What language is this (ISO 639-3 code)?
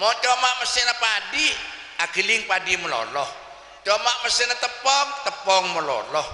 mad